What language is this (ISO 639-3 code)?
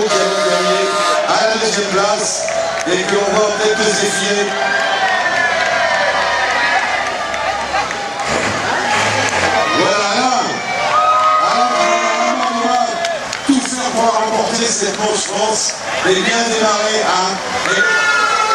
fra